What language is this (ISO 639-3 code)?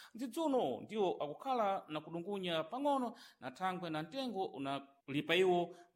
seh